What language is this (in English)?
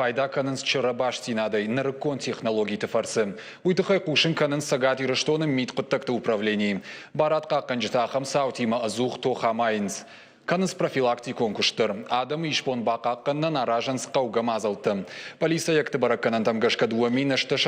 Ossetic